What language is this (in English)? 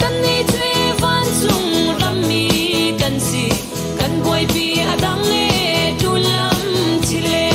Hakha Chin